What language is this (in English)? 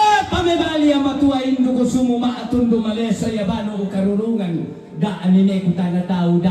Toraja-Sa'dan